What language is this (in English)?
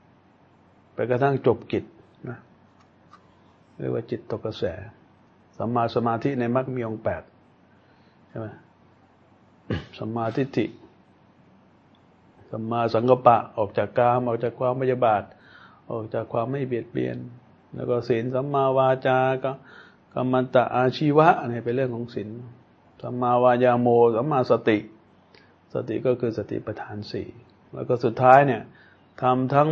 Thai